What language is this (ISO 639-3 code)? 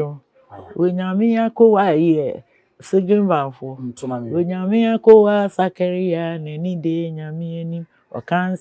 aka